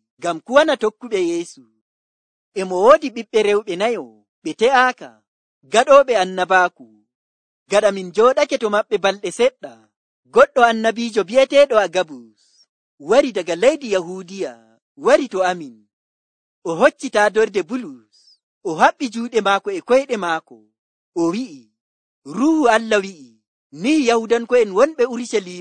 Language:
Nigerian Fulfulde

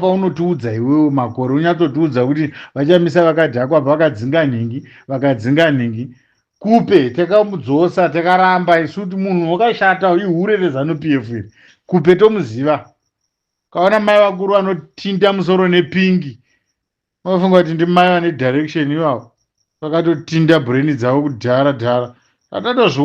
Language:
Shona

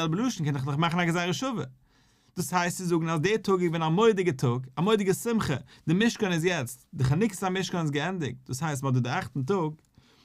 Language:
Yiddish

